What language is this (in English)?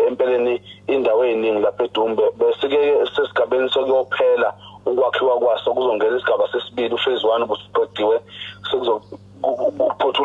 Zulu